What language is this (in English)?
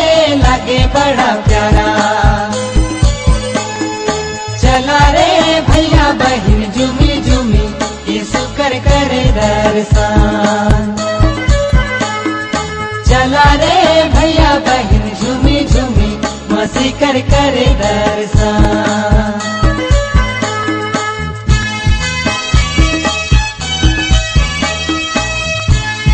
Sadri